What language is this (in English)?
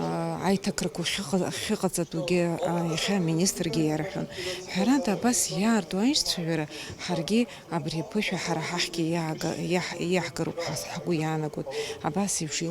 Abkhazian